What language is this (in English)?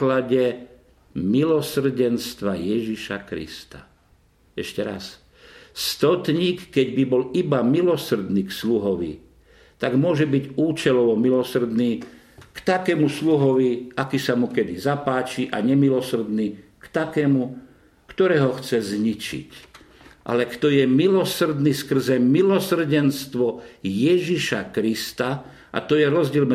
Slovak